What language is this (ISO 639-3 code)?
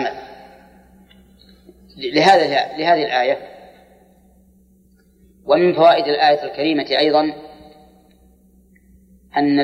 ara